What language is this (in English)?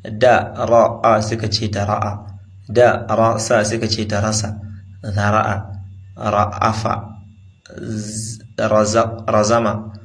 Hausa